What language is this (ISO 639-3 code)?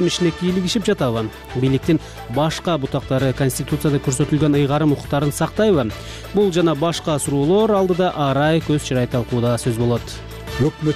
kir